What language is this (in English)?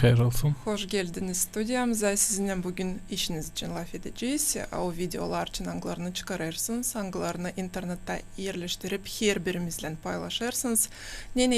Gagauz